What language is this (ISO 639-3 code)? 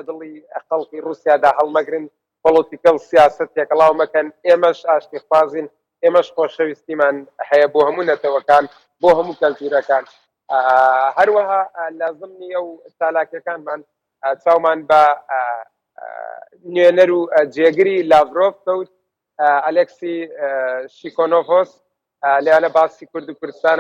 ckb